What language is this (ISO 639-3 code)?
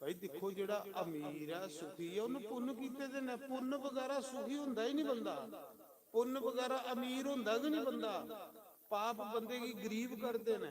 doi